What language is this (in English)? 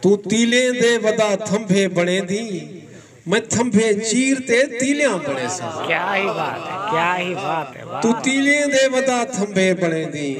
Saraiki